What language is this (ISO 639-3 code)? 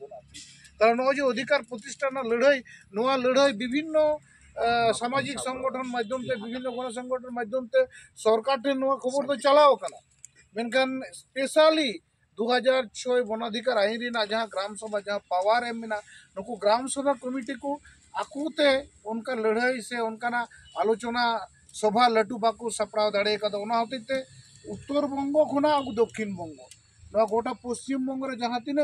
sat